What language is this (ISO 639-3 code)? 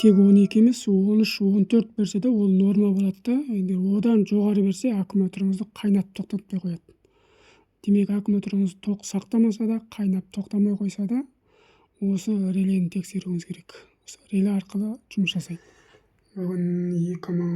kaz